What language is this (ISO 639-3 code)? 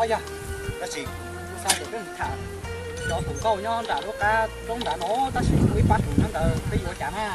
hmn